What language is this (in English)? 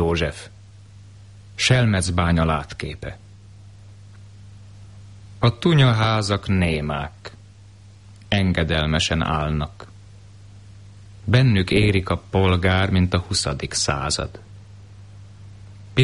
Hungarian